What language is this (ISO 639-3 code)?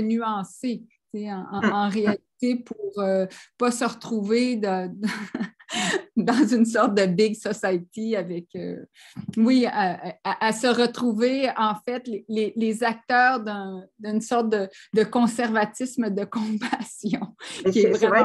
fra